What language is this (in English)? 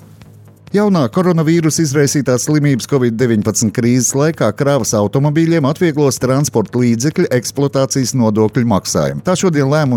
Latvian